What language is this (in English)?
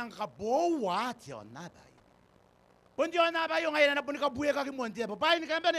Gilbertese